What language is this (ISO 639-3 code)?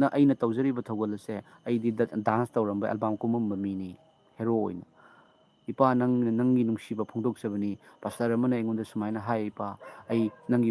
mni